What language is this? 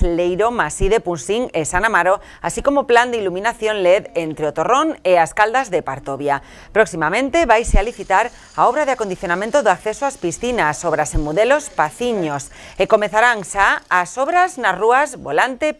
Galician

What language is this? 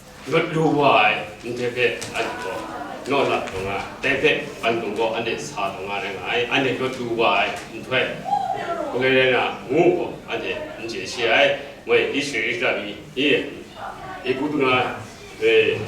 Kachin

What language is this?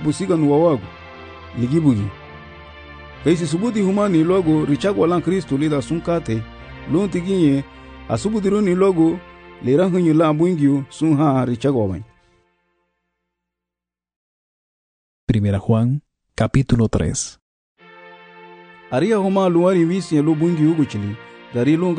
Garifuna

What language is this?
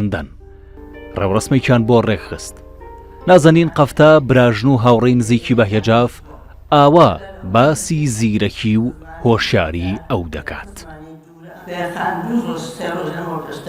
Central Kurdish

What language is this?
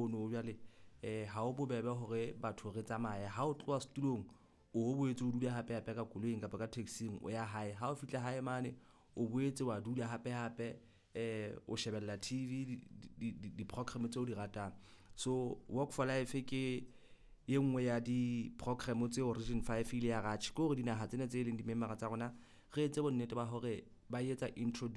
Southern Sotho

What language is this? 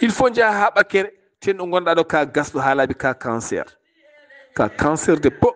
Fula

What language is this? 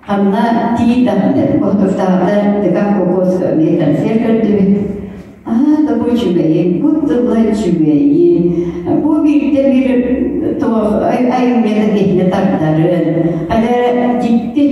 Yakut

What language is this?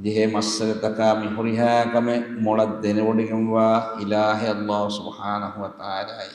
Divehi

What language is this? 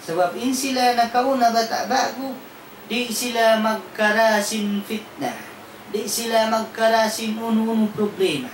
Tausug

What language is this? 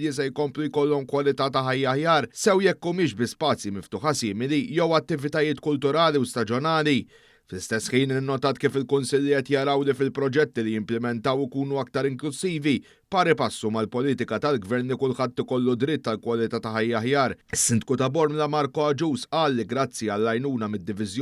Maltese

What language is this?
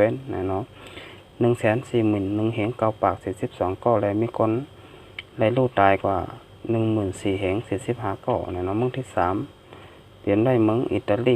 Shan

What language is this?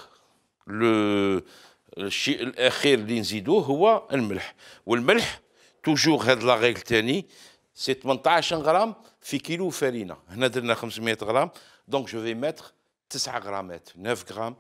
Algerian Arabic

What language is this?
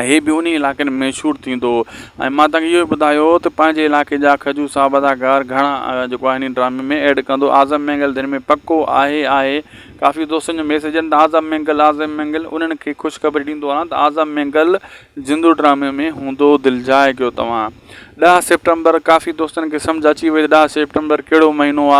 Sindhi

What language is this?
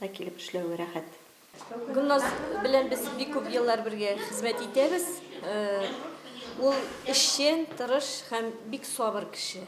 Tatar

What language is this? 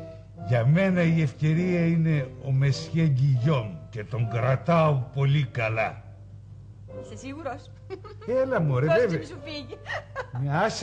Greek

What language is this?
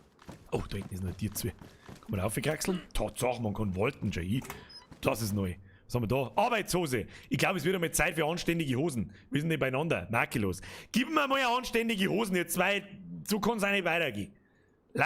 Bavarian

